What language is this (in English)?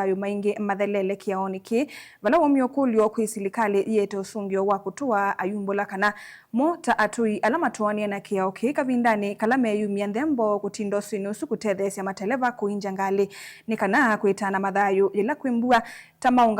Kamba